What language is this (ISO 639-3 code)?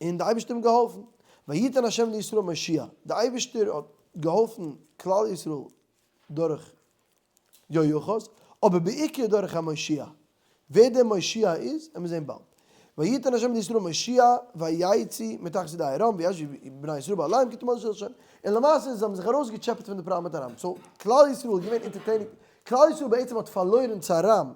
yid